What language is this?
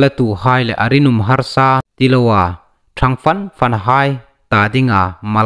Hmar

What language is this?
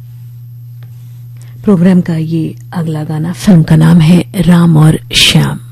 Hindi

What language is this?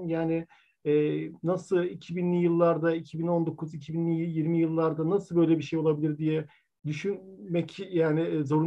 Turkish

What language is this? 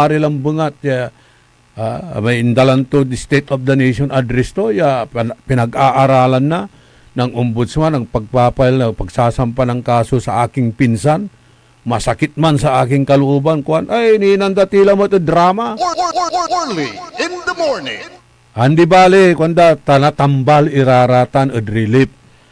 Pangasinan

